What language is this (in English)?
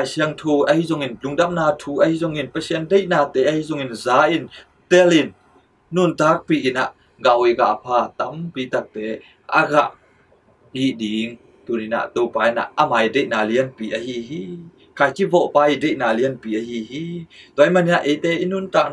Tedim Chin